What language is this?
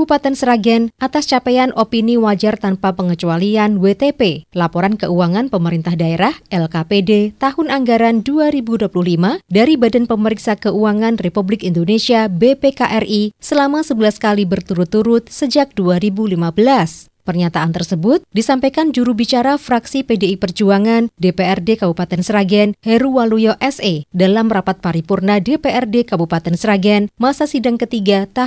Indonesian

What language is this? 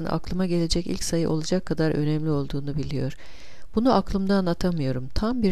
Turkish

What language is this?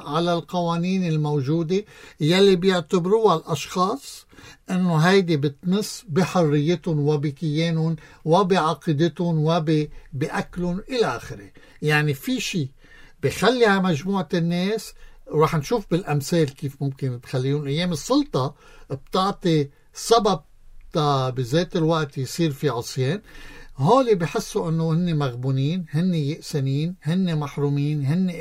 North Levantine Arabic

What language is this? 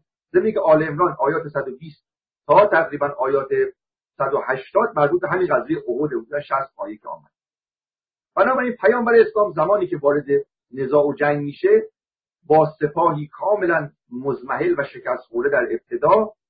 Persian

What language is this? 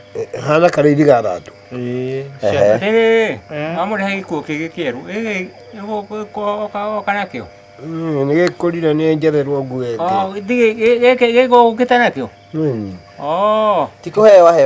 Kikuyu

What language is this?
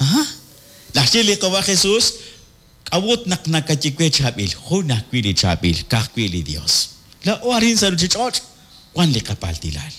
Kekchí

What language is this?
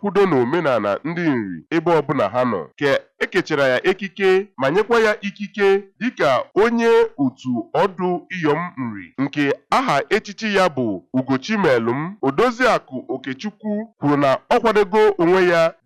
Igbo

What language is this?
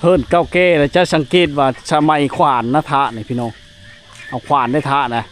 Lao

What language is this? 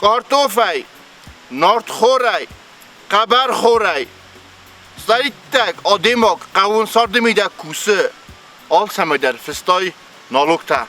Ossetic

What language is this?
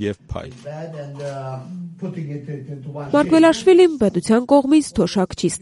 Armenian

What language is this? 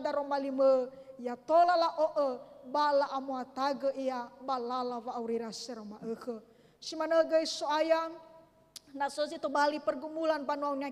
Nias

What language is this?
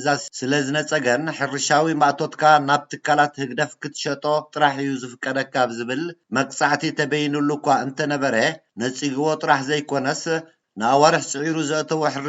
Tigrinya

